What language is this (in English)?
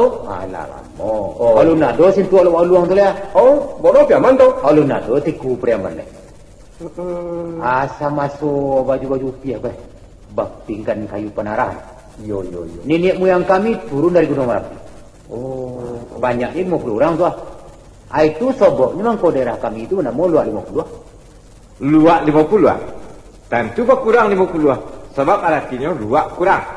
Minangkabau